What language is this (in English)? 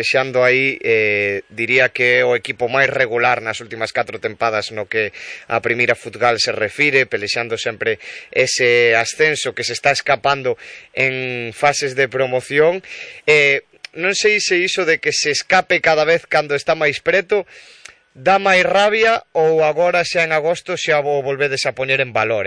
Galician